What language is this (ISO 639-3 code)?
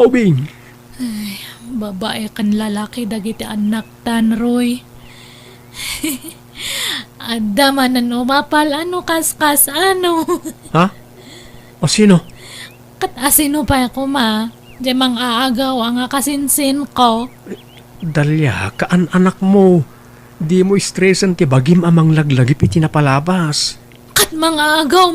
ilo